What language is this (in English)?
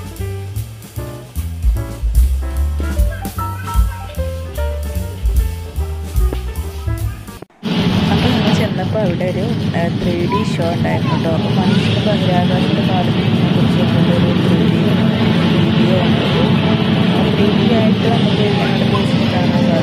Malayalam